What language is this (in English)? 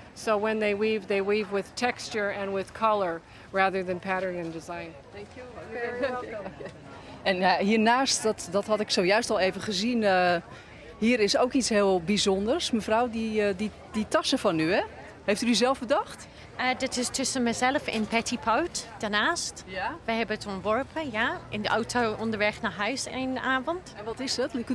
Dutch